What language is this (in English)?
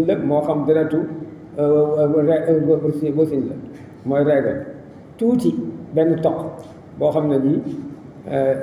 Wolof